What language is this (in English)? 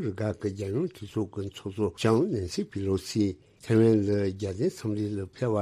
Tibetan